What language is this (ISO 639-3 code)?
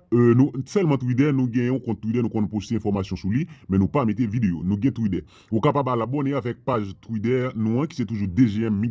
hat